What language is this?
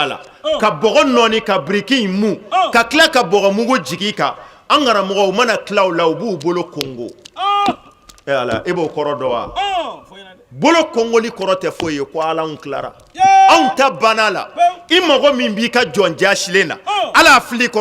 Bambara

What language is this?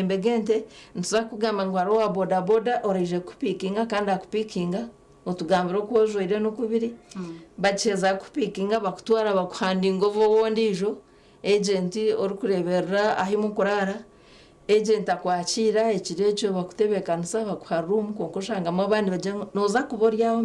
Nyankole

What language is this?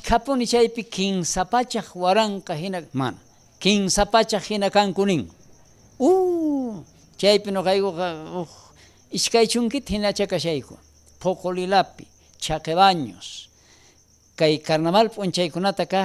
South Bolivian Quechua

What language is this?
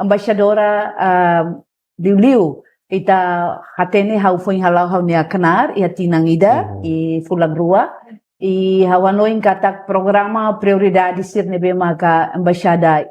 Tetum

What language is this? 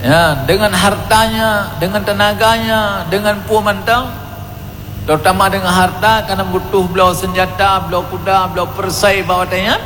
Achinese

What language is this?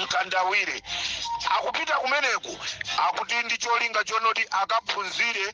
Nyanja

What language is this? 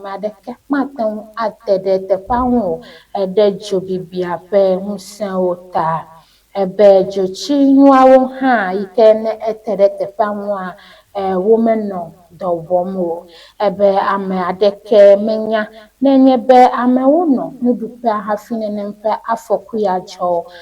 Ewe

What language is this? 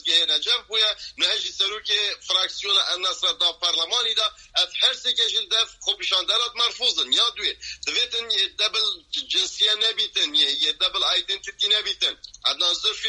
Kurdish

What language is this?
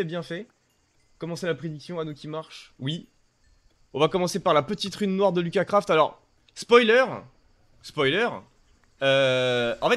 French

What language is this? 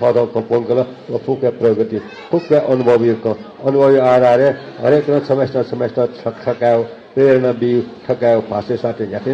Newari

